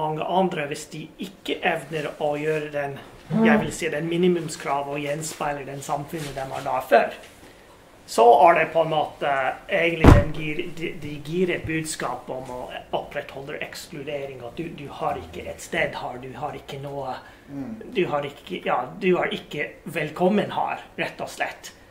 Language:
Norwegian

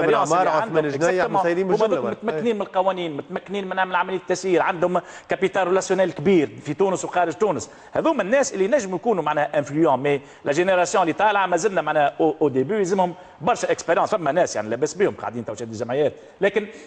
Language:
Tunisian Arabic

